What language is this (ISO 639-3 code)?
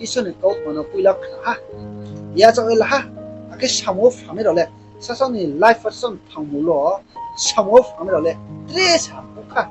ria